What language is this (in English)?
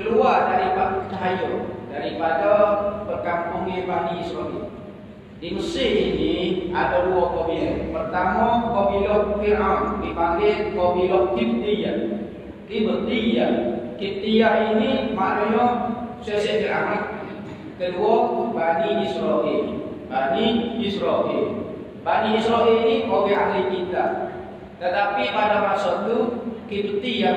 Malay